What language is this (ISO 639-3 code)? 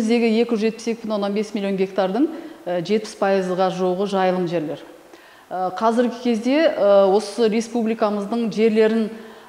kaz